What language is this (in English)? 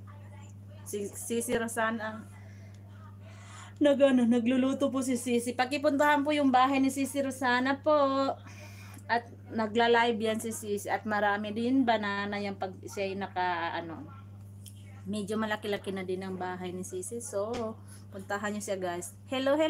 Filipino